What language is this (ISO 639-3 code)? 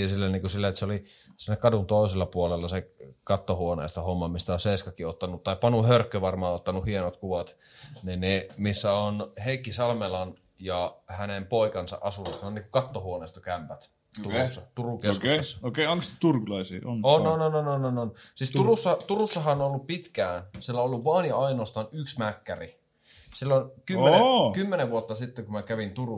fin